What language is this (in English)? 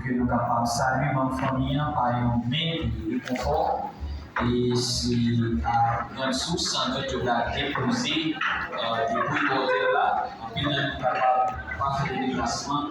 Haitian Creole